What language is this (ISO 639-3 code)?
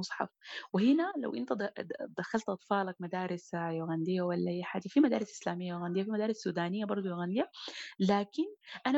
apd